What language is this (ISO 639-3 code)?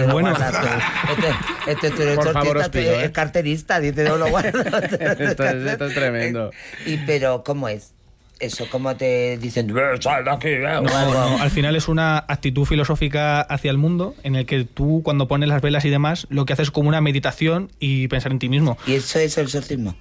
spa